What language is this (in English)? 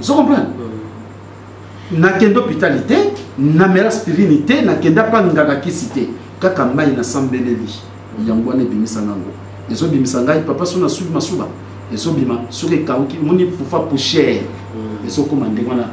Lingala